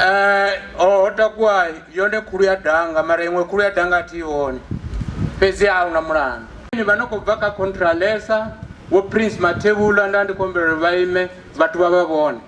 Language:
Venda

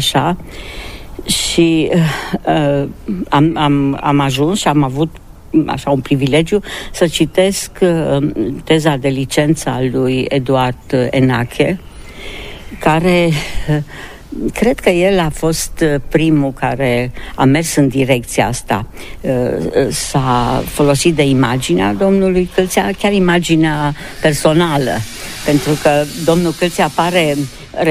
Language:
Romanian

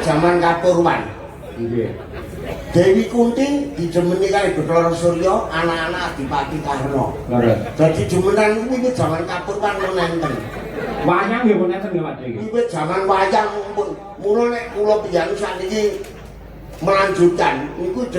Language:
Javanese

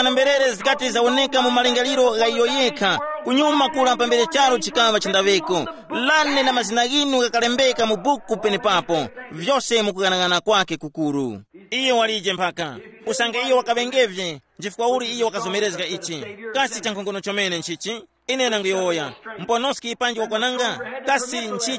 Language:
Tumbuka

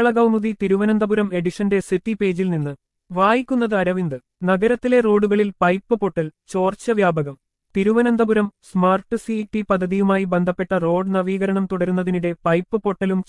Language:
Malayalam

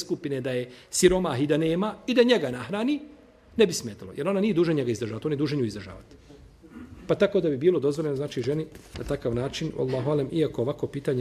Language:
Bosnian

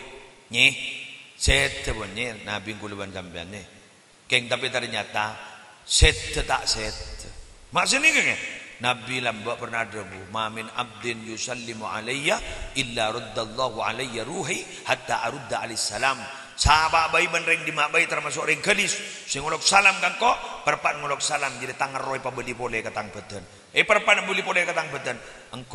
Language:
Madurese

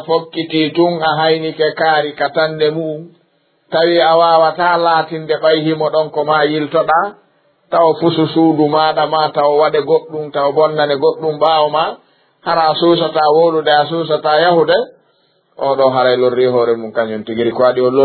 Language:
Fula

